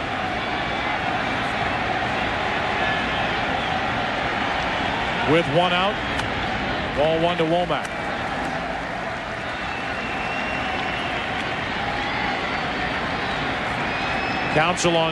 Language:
English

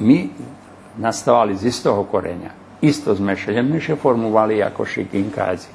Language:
Rusyn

